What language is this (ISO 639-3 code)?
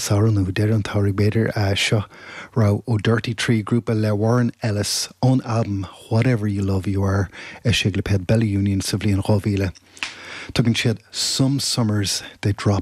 gle